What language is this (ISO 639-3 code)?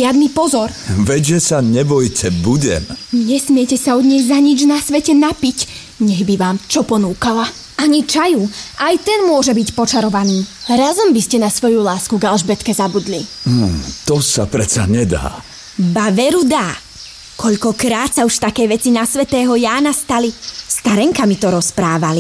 slk